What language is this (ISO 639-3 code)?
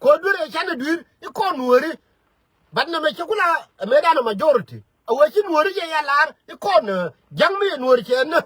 nus